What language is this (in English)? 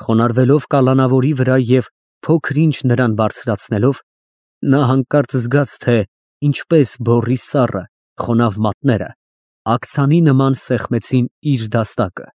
Armenian